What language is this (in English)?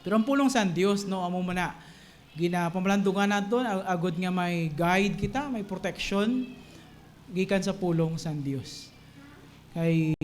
Hiligaynon